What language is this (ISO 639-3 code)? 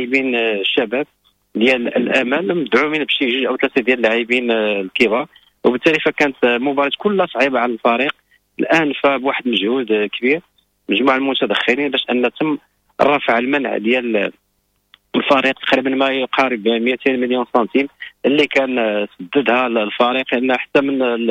ary